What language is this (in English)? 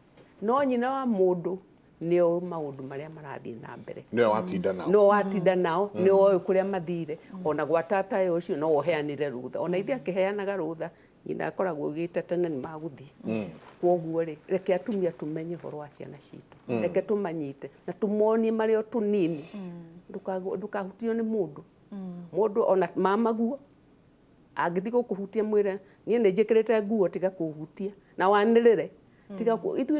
Kikuyu